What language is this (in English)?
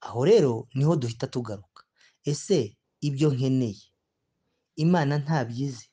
Kinyarwanda